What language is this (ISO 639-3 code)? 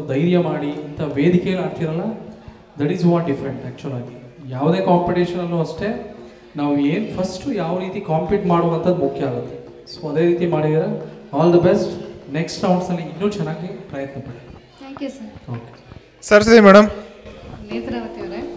kan